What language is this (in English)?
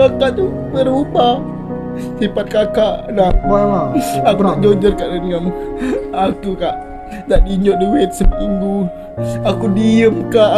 Musi